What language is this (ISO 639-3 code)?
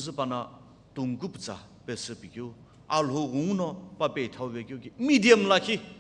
nsm